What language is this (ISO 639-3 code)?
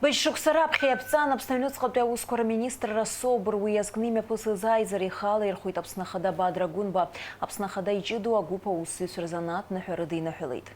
abk